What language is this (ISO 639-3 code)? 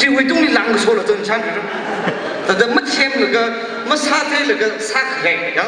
nmf